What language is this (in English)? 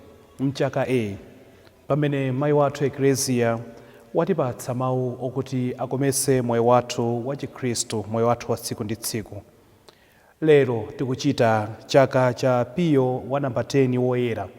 Nyanja